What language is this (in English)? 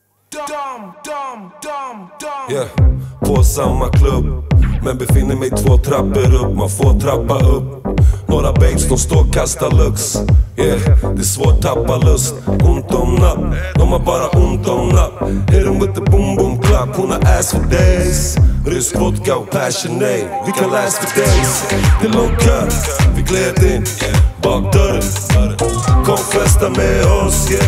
Swedish